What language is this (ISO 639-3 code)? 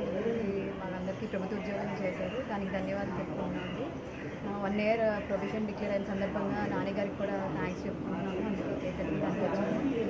tel